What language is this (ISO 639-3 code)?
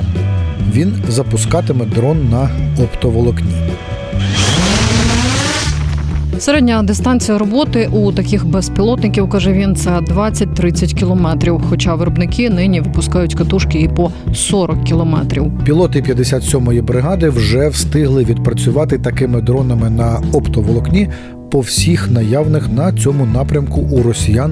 ukr